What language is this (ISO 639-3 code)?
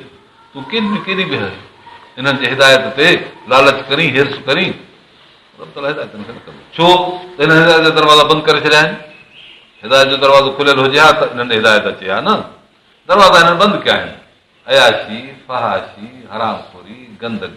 snd